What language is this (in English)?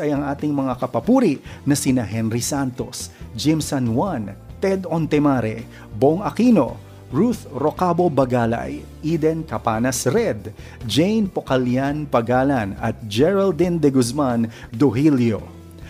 Filipino